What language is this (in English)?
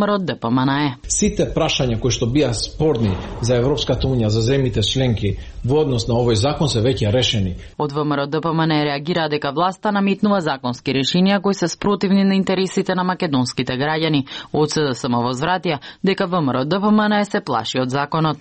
Macedonian